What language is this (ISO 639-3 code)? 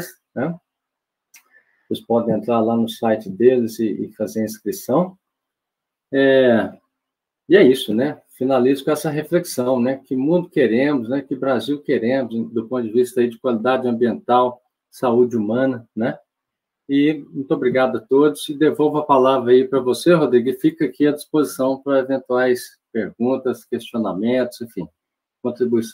por